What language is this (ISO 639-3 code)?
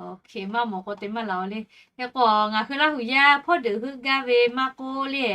lhu